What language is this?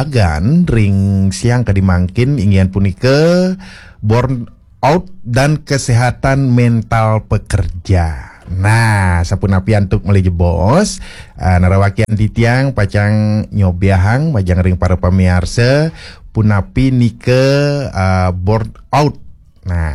Balinese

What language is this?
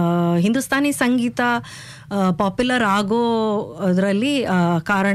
Kannada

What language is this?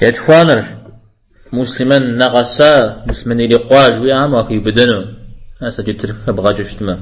Kabardian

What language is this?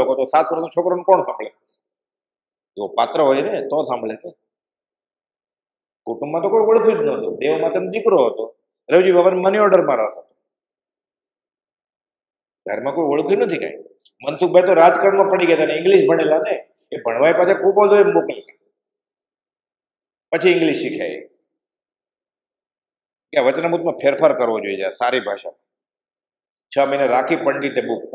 Gujarati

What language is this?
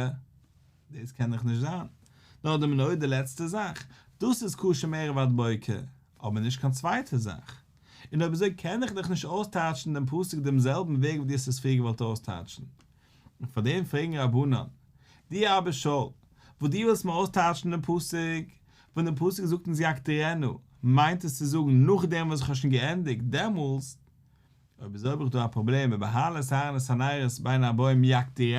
Yiddish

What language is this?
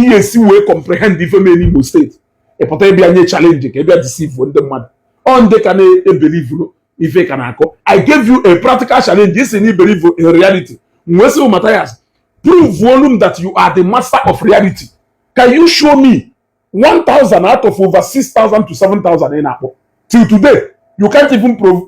Igbo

